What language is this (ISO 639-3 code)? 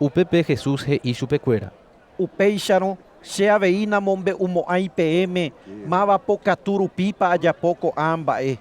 grn